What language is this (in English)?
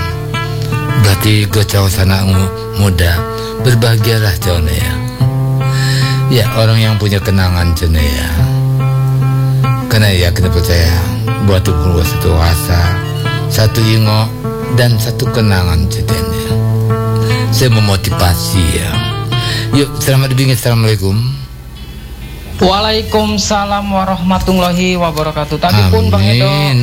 Indonesian